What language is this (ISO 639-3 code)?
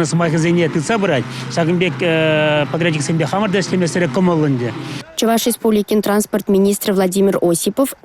chv